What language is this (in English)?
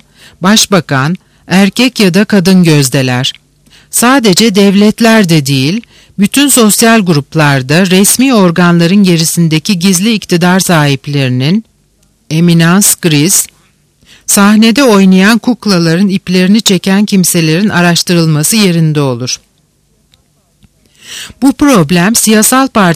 Turkish